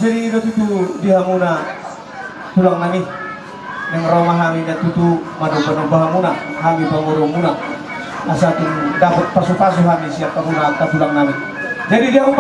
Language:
Batak Toba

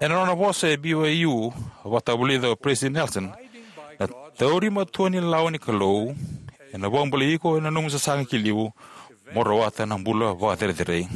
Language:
Fijian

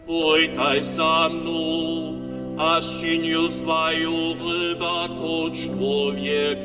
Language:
Upper Sorbian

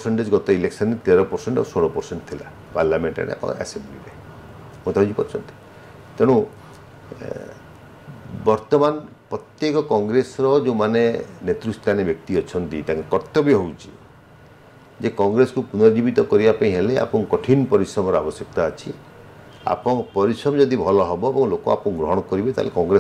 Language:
Odia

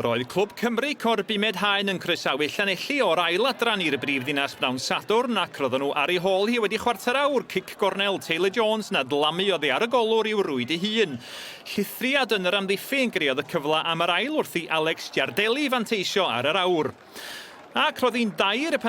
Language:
Welsh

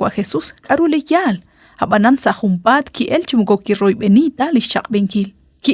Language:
Kekchí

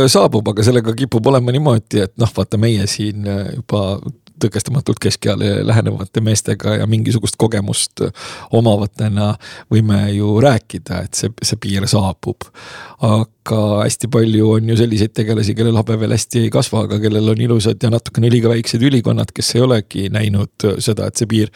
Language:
Estonian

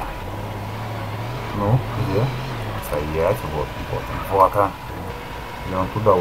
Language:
Russian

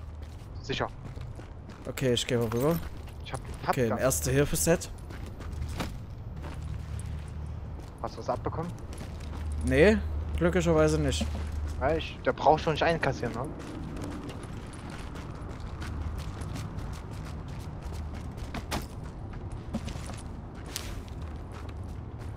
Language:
German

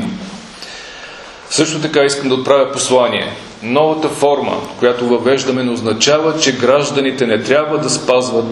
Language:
Bulgarian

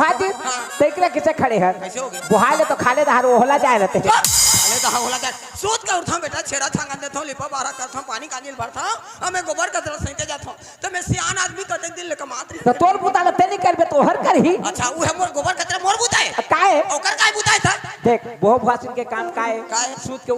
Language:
Chhattisgarhi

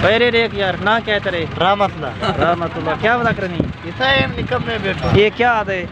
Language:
Saraiki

